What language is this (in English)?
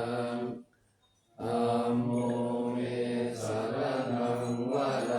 Pali